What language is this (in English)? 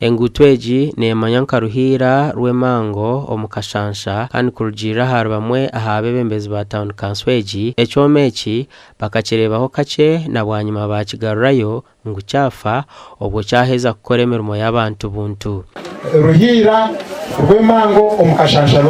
Nyankole